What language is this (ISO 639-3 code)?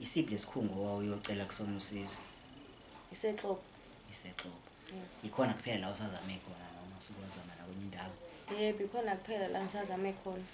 zul